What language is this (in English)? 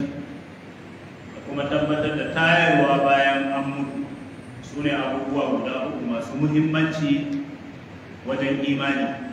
Hausa